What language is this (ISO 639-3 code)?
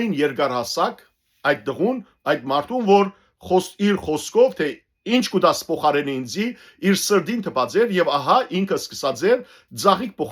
hyw